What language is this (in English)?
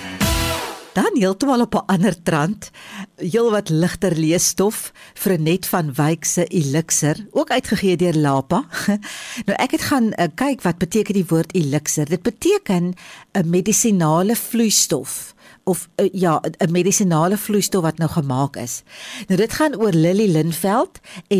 Afrikaans